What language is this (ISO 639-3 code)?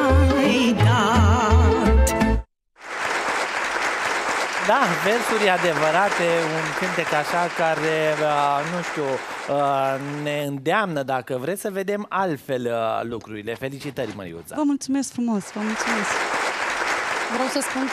ron